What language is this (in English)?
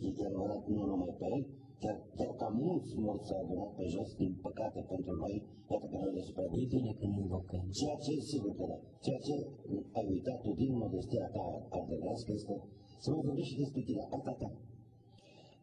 Romanian